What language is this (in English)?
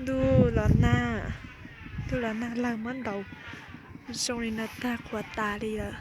Hmong